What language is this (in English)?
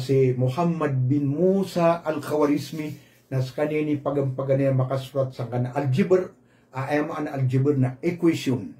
Maranao